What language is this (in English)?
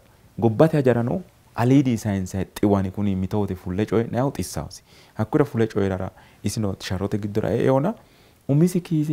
Sidamo